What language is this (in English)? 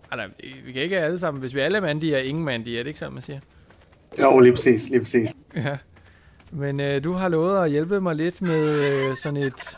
Danish